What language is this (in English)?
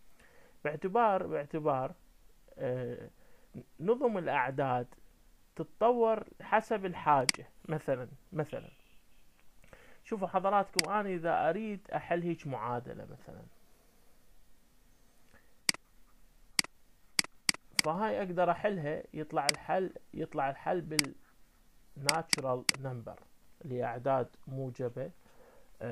Mesopotamian Arabic